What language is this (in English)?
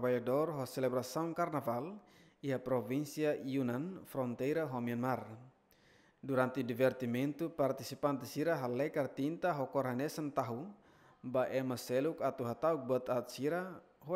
Tetum